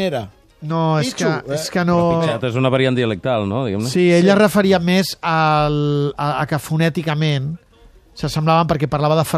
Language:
Catalan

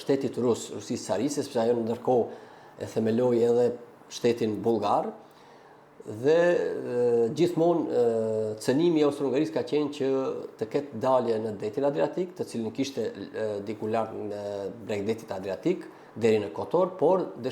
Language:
Albanian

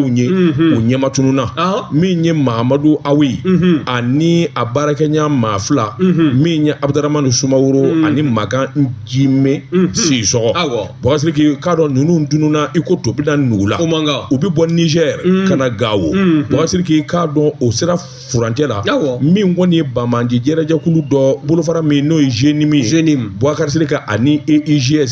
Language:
Bambara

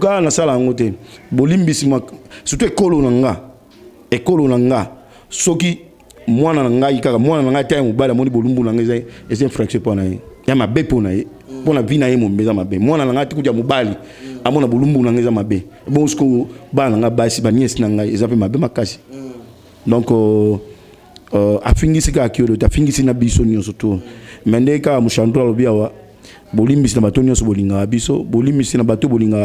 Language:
Lingala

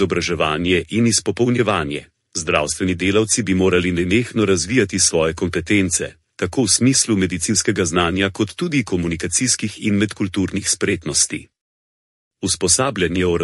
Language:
Slovenian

